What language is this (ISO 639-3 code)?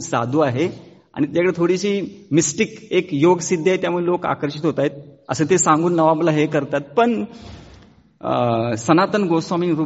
mar